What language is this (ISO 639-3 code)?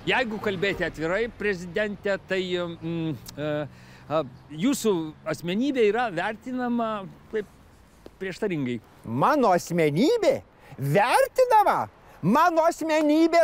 lit